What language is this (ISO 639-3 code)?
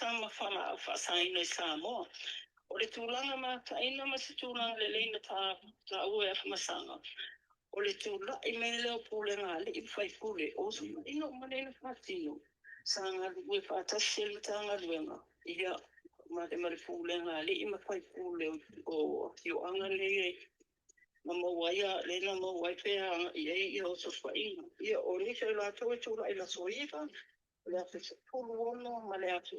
smo